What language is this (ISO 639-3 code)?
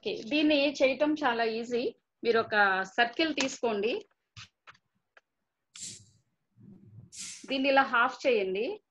tel